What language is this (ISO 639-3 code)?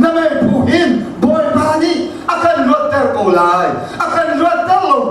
cnh